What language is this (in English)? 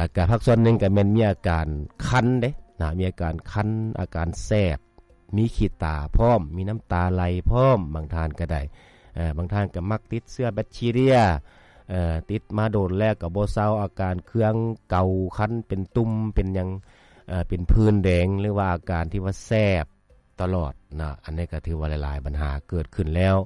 Lao